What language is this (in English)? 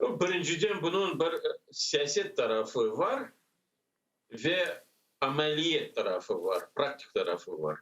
Crimean Tatar